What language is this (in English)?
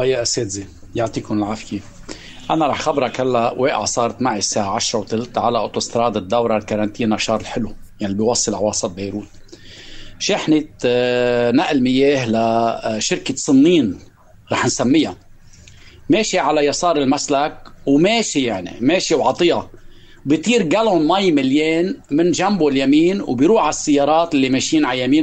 North Levantine Arabic